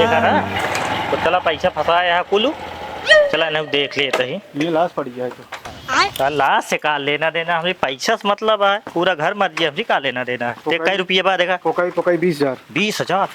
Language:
Awadhi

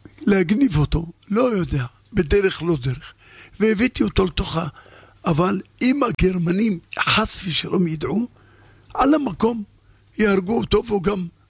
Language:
Hebrew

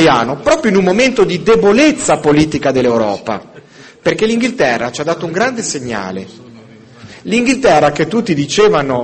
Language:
Italian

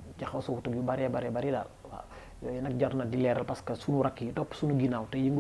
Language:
Wolof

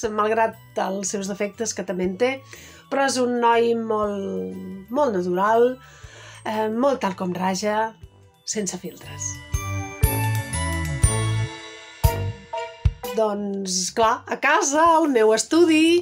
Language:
Catalan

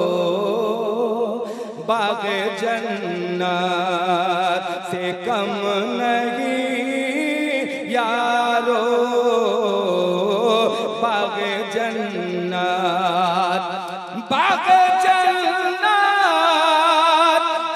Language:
Hindi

